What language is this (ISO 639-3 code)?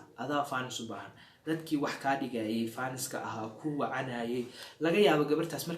som